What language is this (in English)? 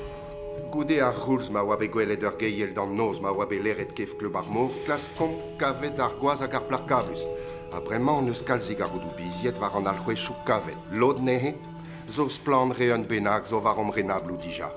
Breton